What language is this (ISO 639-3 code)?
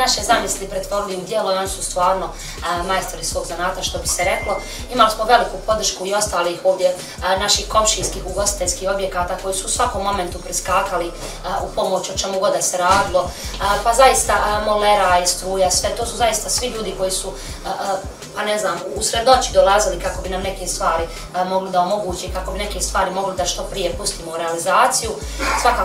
bos